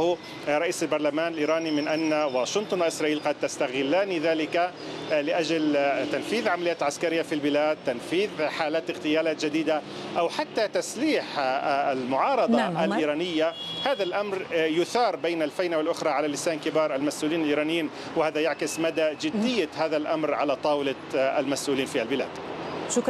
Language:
Arabic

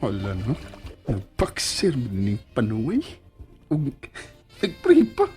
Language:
Cebuano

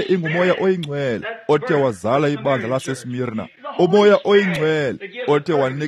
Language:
Xhosa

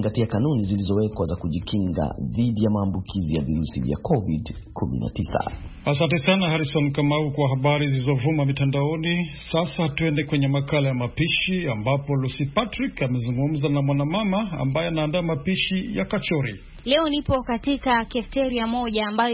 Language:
Swahili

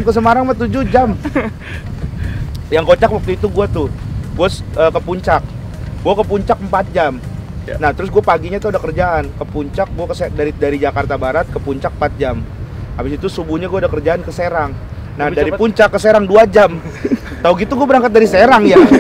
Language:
Indonesian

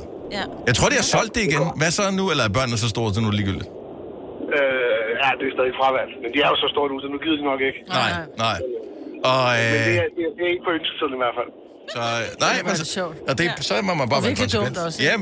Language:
Danish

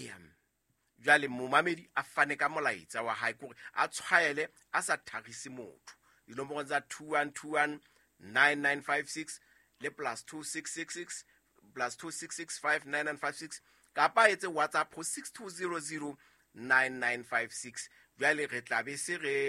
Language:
Southern Sotho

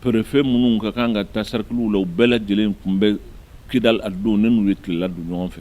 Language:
Bambara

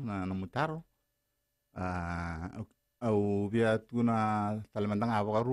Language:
Fijian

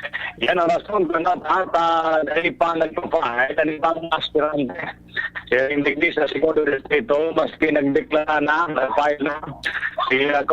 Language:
Bikol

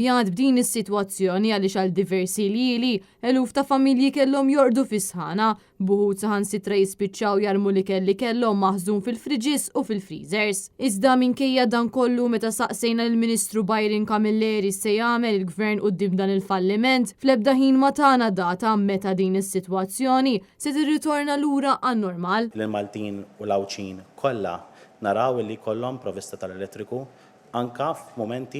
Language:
Maltese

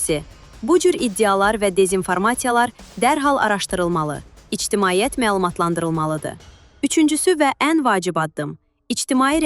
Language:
Azerbaijani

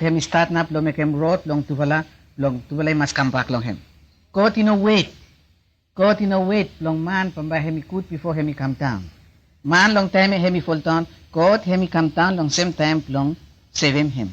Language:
Bislama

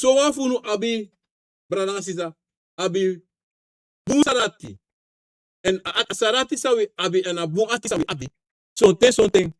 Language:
Sranan Tongo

